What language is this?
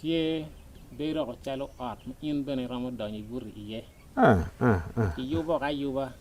Acoli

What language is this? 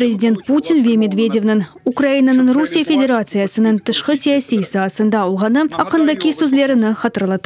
Crimean Tatar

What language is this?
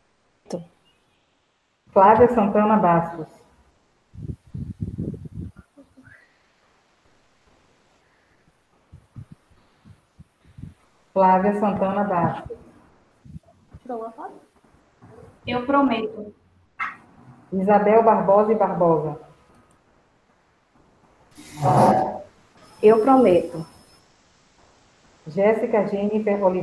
Portuguese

